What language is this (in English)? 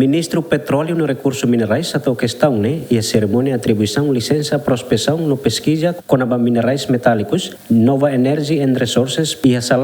Tetum